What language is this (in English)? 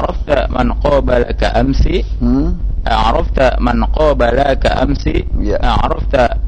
Indonesian